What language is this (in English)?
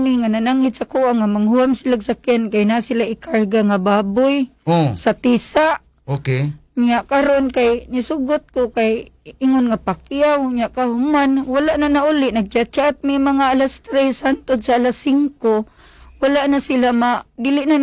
Cebuano